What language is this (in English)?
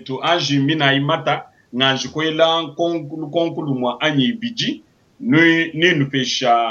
Luba-Lulua